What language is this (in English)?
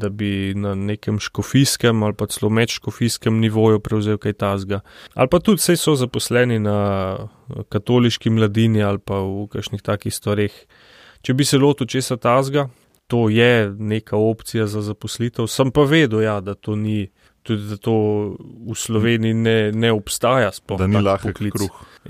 Slovenian